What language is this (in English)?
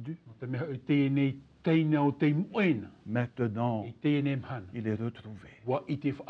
Tahitian